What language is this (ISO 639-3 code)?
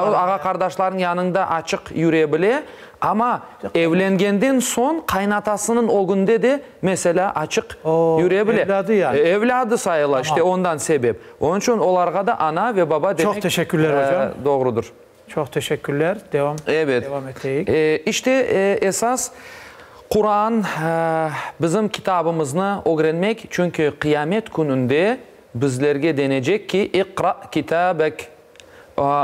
crh